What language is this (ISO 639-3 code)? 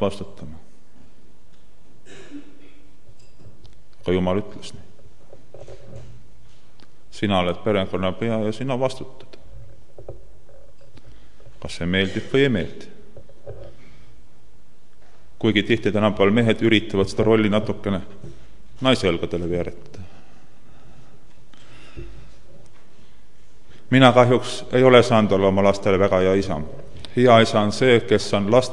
est